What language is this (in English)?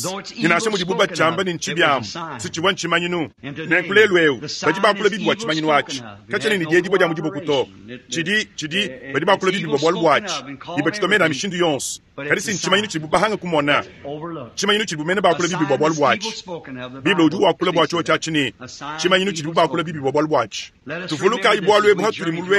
Luba-Lulua